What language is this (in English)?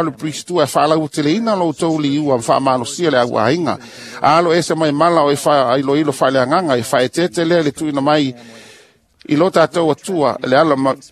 Samoan